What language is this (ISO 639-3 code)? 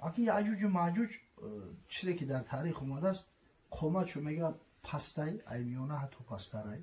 tgk